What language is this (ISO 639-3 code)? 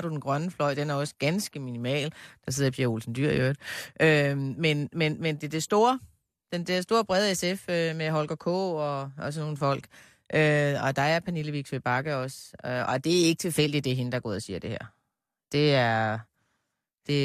dan